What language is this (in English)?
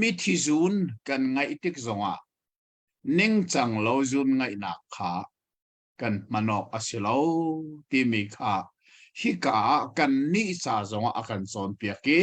Hakha Chin